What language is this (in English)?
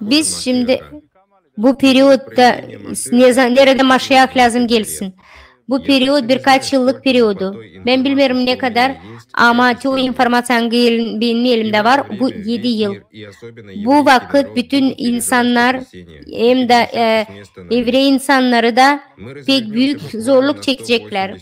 Gagauz